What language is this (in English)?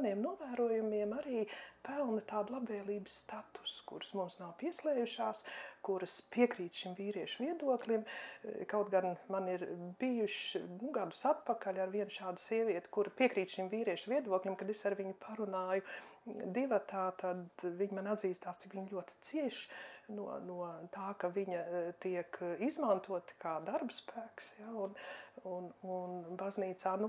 Latvian